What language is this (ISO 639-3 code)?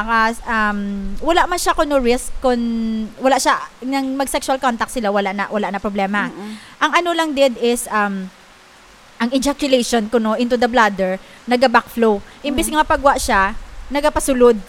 hil